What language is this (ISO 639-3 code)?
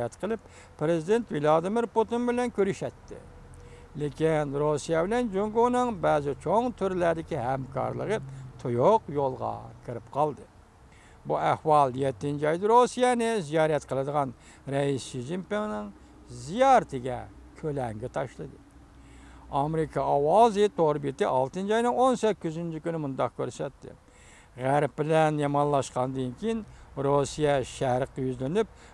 uig